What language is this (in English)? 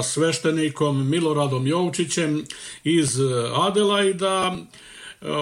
Bosnian